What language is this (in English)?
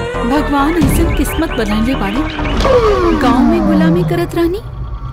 Bhojpuri